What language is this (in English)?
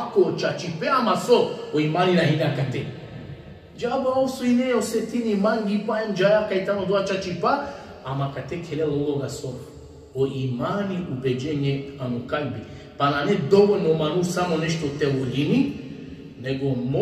Balkan Romani